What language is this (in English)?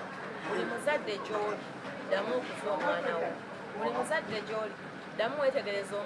Ganda